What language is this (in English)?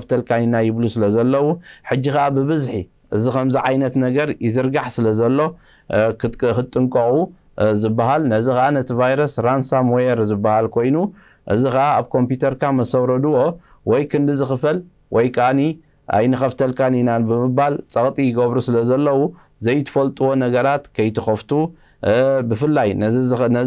Tigrinya